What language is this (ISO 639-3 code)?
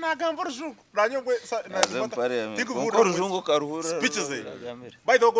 nyn